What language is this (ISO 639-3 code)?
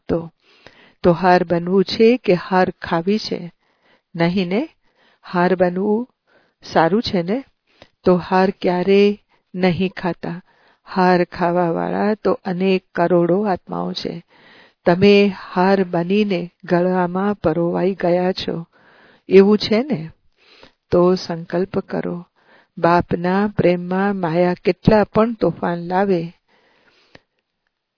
guj